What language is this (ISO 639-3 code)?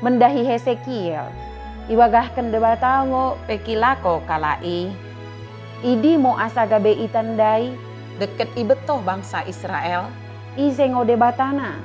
btd